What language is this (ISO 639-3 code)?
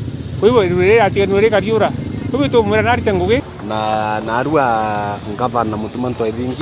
mer